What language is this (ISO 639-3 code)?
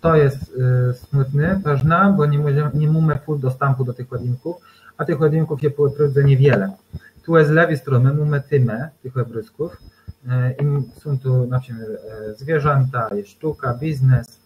csb